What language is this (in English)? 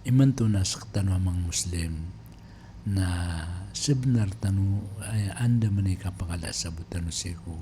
Maranao